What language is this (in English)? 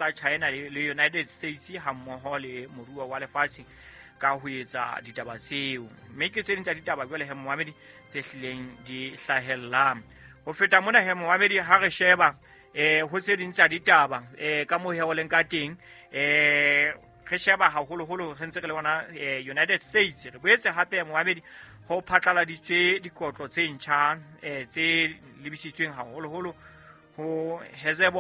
Southern Sotho